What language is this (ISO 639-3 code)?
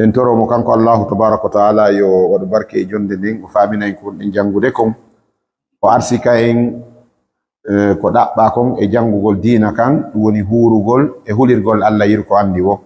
ful